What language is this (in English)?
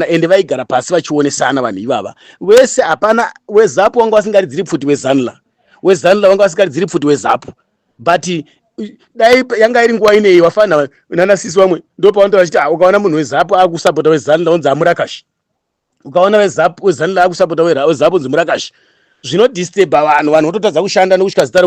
Shona